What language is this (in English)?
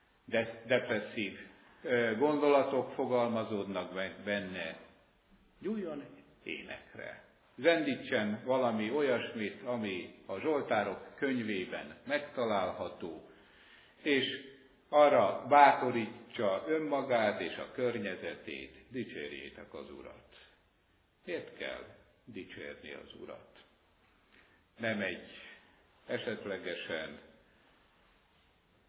Hungarian